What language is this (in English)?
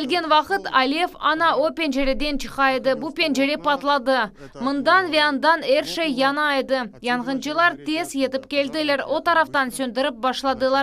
Crimean Tatar